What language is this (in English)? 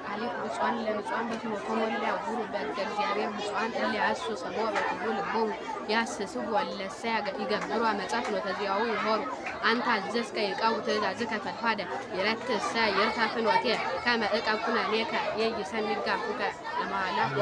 Amharic